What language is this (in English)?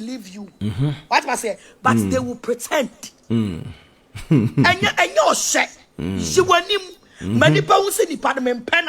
Akan